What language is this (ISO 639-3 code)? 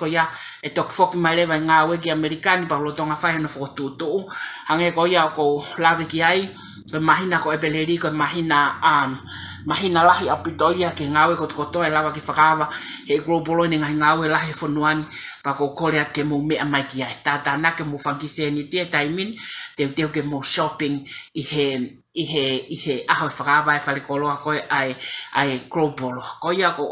ton